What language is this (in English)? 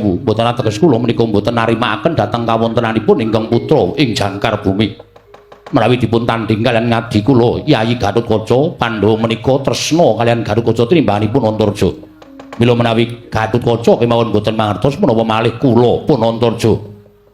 Javanese